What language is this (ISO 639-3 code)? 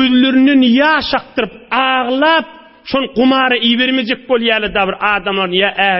tuk